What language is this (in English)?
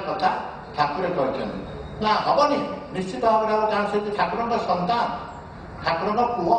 Odia